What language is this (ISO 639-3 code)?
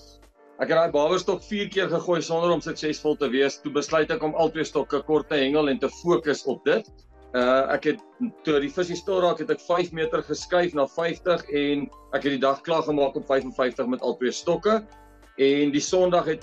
afr